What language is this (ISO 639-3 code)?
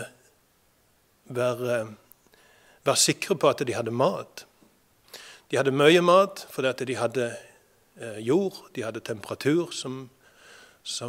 nor